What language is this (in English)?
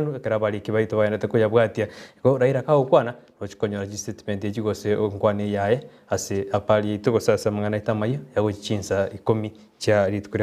Gusii